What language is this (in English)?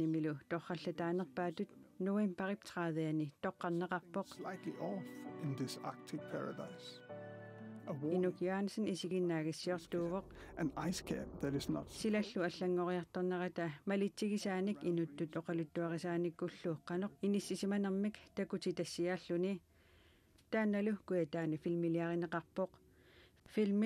Kalaallisut